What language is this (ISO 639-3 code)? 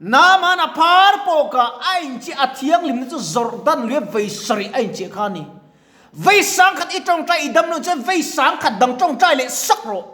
lus